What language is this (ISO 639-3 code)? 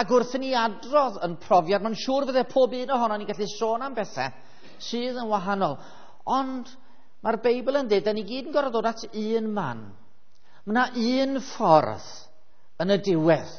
cym